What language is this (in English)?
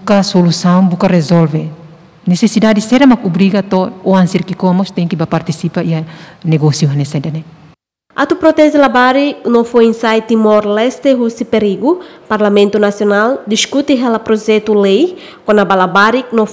Tetum